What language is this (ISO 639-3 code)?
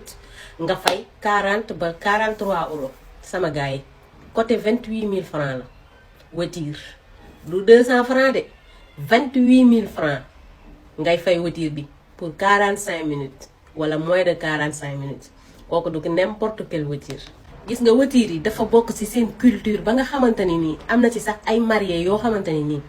wol